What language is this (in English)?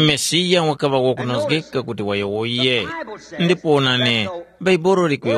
Tumbuka